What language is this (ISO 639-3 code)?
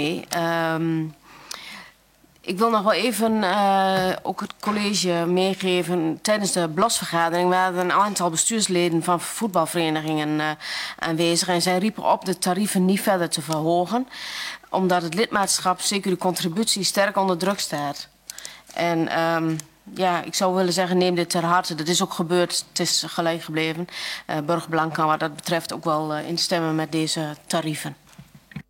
nld